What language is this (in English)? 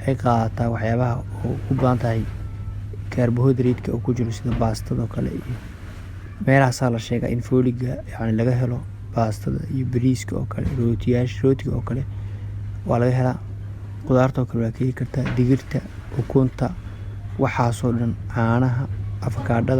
Somali